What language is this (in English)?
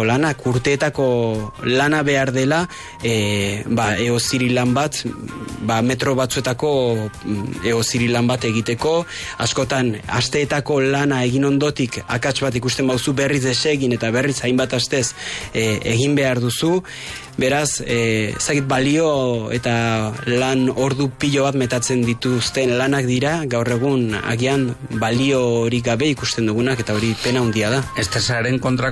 Basque